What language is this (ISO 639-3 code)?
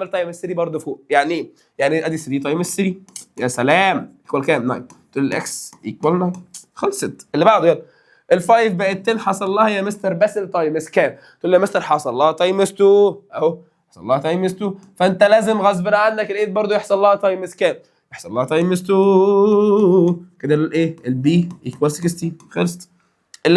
arz